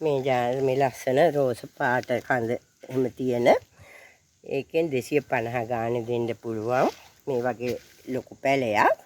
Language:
Sinhala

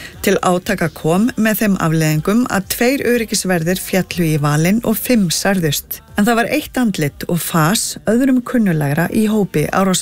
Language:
Icelandic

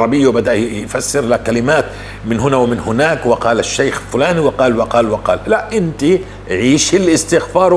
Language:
North Levantine Arabic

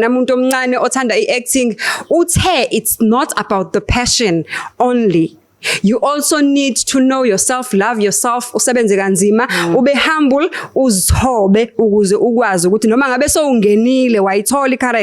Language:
Zulu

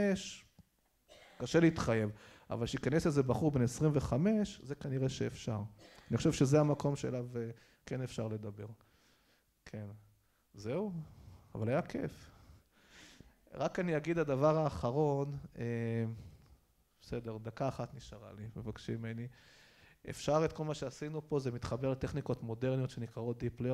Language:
Hebrew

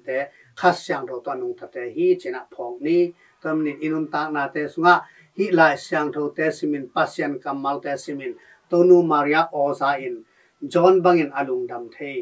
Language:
Tedim Chin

